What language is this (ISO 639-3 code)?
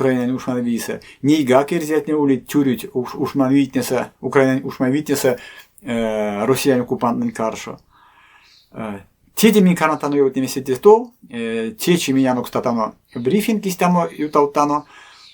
myv